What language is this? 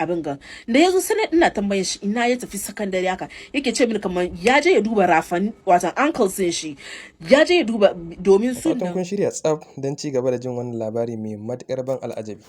Hausa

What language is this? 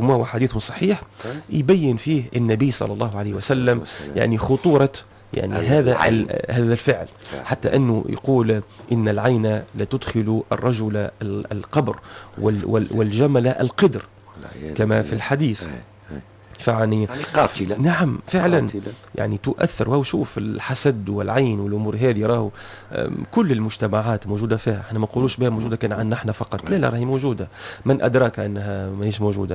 Tunisian Arabic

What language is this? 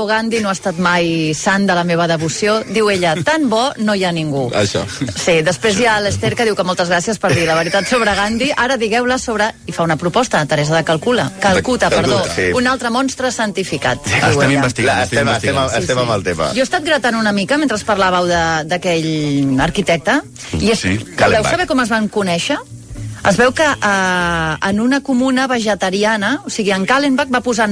Catalan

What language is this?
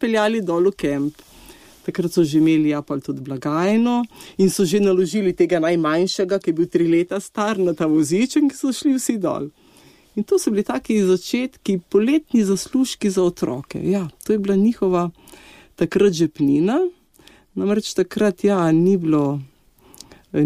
Slovenian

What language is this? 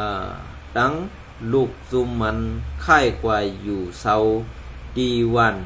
Shan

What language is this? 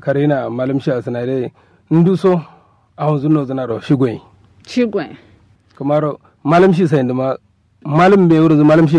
Kanuri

